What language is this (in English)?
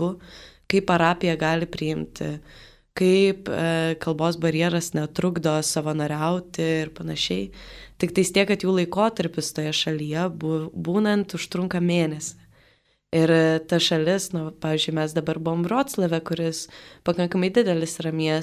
Lithuanian